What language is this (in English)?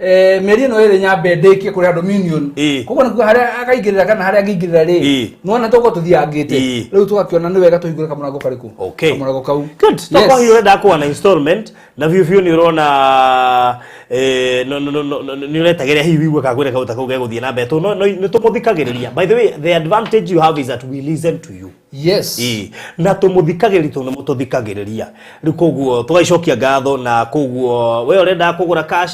Kikuyu